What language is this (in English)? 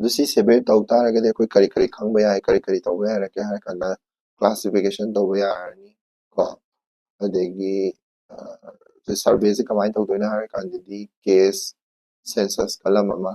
Manipuri